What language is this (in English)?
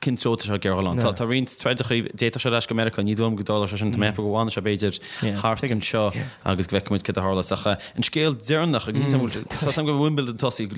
Irish